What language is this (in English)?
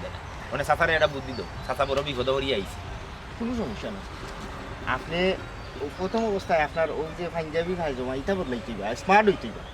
Sylheti